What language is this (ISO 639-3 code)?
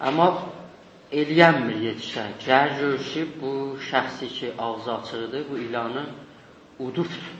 azb